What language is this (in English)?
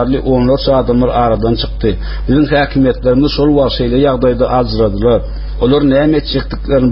Turkmen